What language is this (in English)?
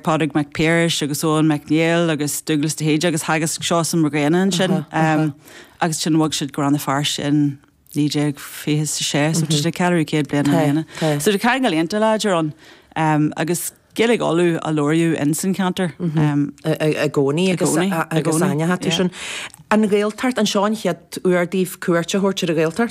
Irish